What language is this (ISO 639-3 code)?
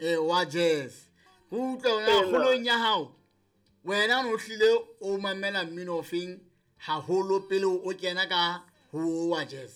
sot